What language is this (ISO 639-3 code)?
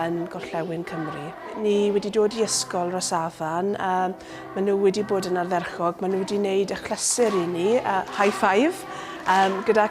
cym